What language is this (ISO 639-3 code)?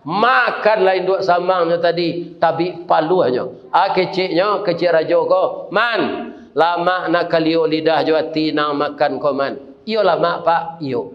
min